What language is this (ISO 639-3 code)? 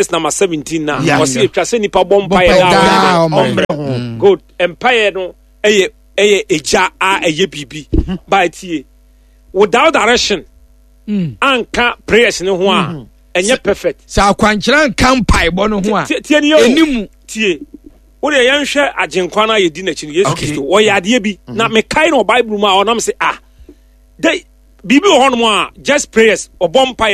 aka